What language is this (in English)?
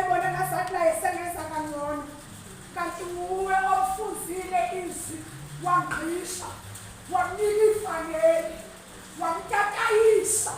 Zulu